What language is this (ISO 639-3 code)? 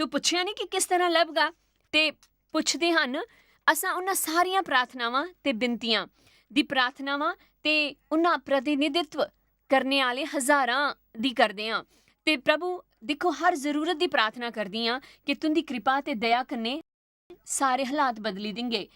doi